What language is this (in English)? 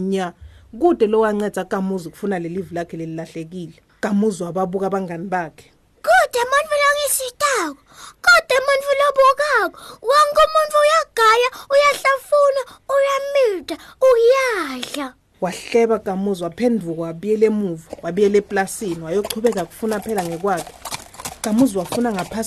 Swati